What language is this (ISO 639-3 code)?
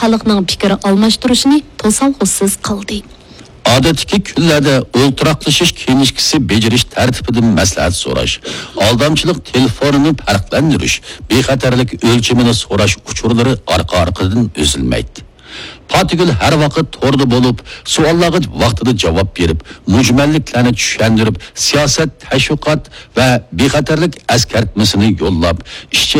uig